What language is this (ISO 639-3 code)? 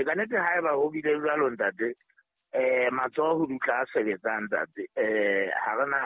sot